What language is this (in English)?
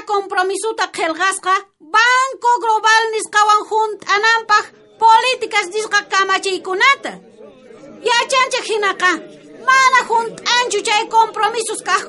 South Bolivian Quechua